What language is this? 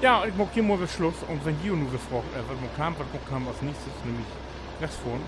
Low German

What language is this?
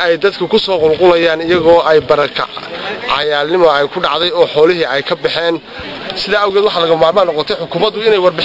Somali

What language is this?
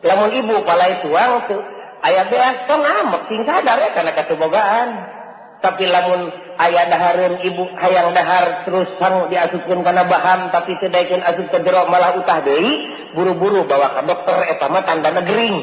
Sundanese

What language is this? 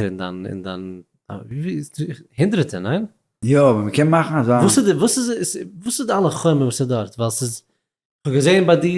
Yiddish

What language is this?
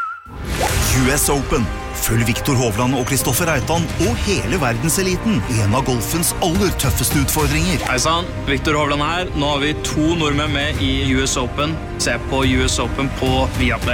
Norwegian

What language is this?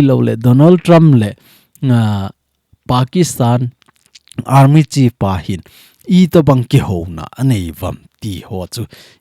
Thado Chin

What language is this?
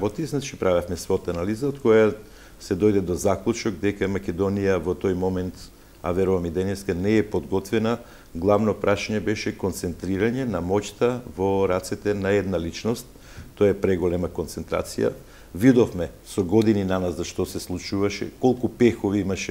Macedonian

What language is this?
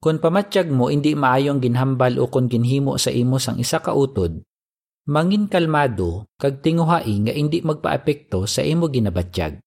Hiligaynon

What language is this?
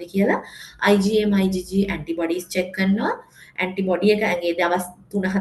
Sinhala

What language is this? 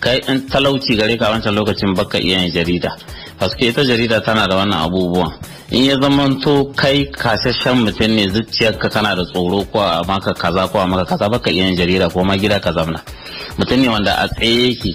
Hausa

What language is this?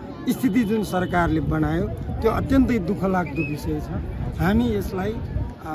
Nepali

